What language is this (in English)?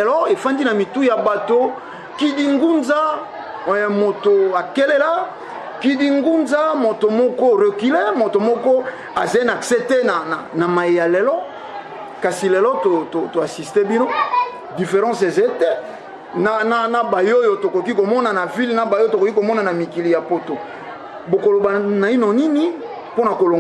Lingala